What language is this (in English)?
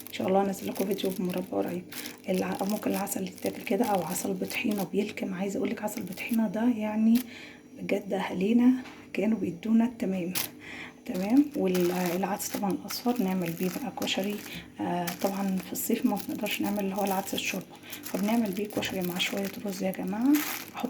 Egyptian Arabic